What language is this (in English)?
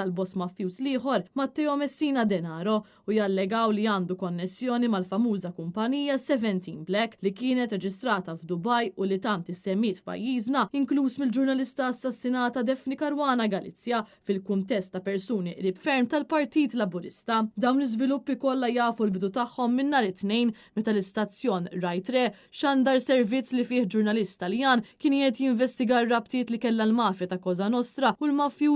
Maltese